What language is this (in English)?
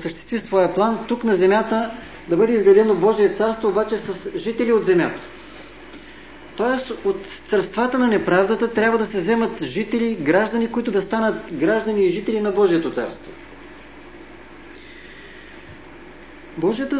Bulgarian